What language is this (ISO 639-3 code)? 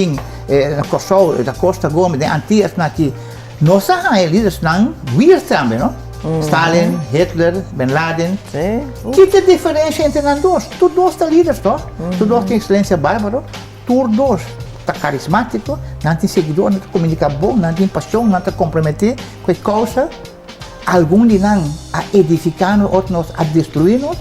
pap